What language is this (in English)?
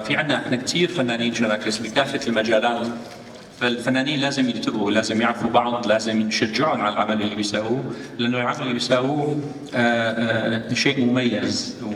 North Levantine Arabic